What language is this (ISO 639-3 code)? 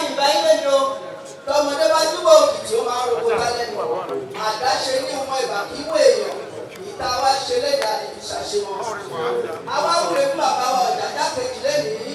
yor